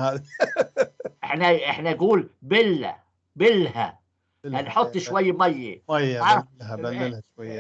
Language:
North Levantine Arabic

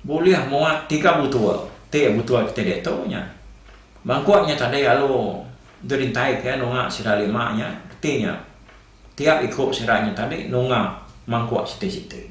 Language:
Iban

